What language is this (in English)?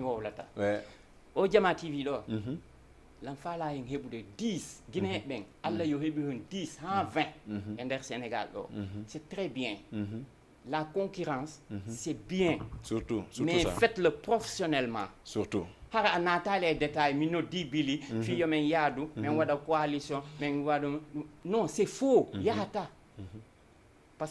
Fula